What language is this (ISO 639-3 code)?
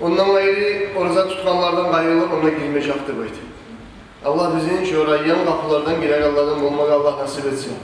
kum